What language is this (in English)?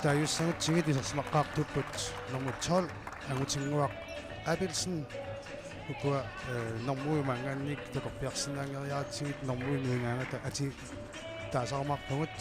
Kalaallisut